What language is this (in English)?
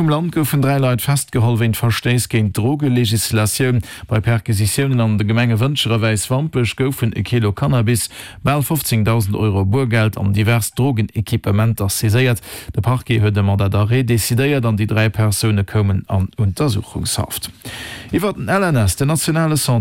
Luxembourgish